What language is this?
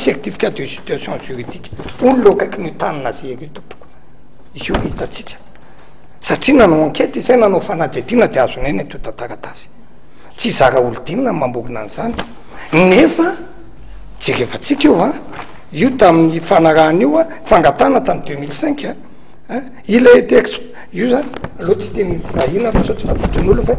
Malagasy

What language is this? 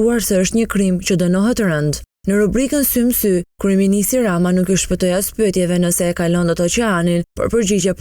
Albanian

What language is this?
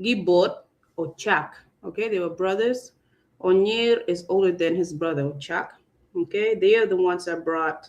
Acoli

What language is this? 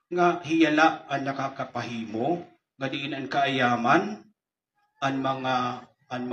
Waray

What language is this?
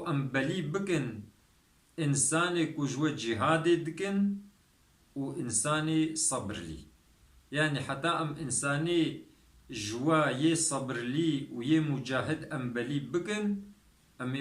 Kurdish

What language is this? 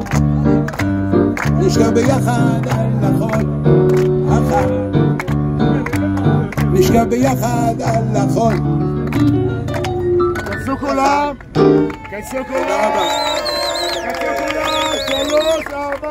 Hebrew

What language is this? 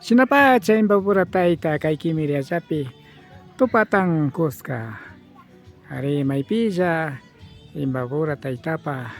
Imbabura Highland Quichua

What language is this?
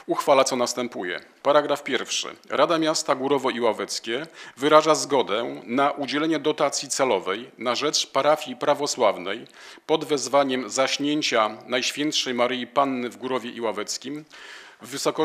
Polish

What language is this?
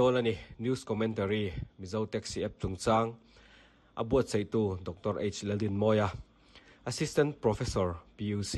Mizo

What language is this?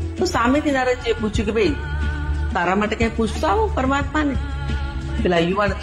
Gujarati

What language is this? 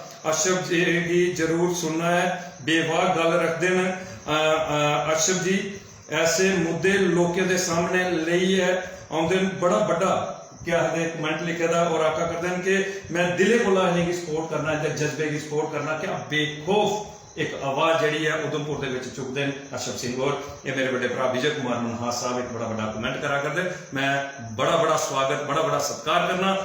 Dogri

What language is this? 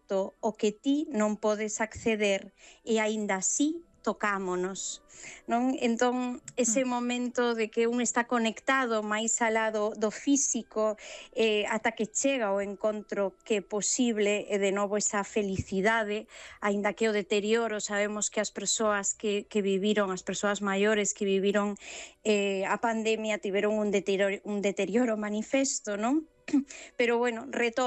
Galician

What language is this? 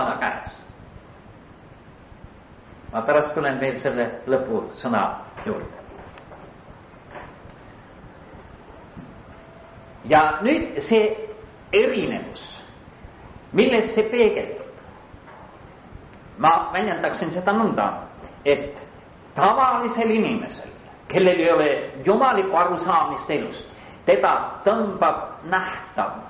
Estonian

